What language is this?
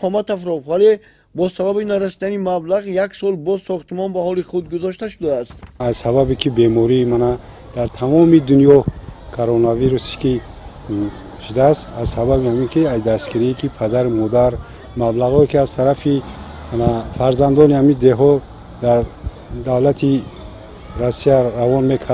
Tajik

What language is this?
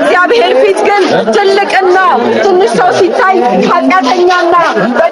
Amharic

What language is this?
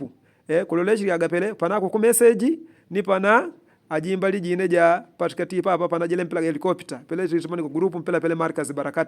Yao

